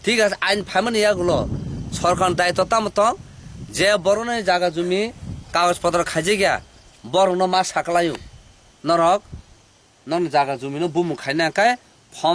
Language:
Kok Borok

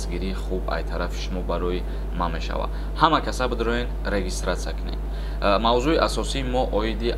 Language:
Tajik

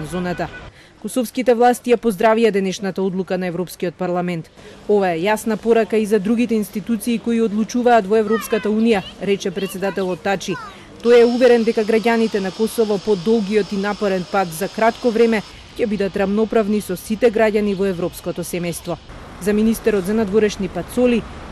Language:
Macedonian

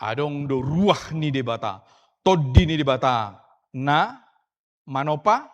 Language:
Batak Toba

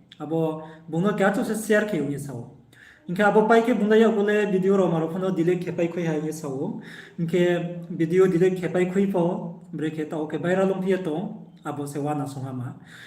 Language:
Riang (India)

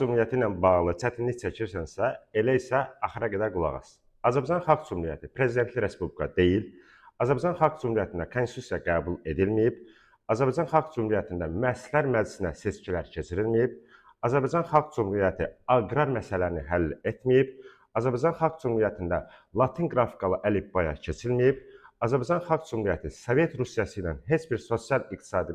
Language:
Azerbaijani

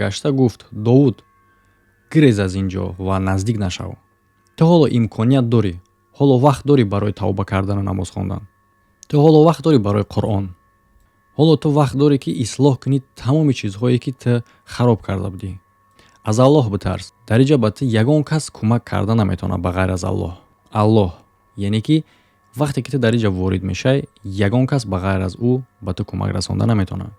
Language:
Tajik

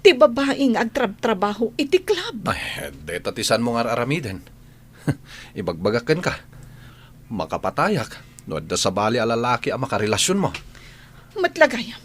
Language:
Iloko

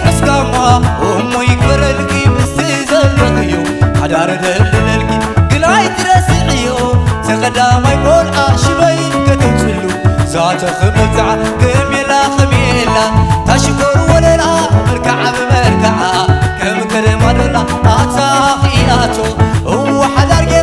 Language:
Tigrinya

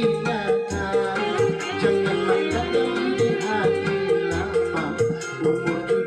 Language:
Banjar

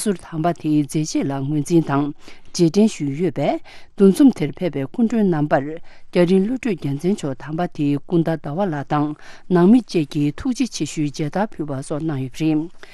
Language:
Tibetan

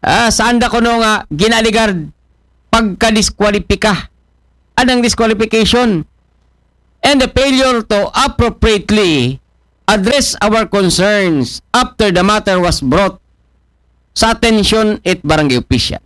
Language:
Aklanon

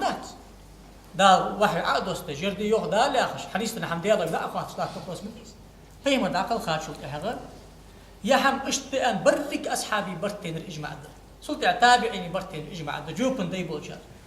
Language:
Ingush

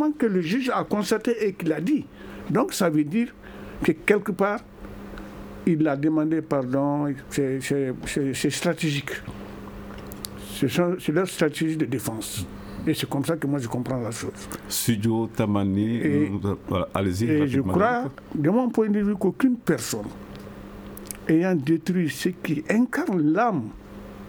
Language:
French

